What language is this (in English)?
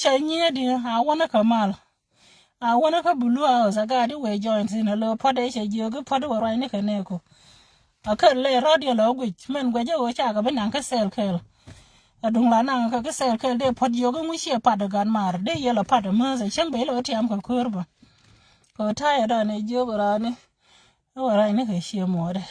Nuer